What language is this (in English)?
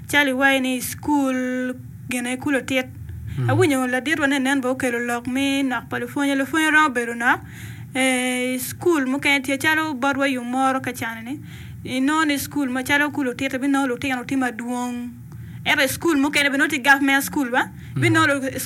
Acoli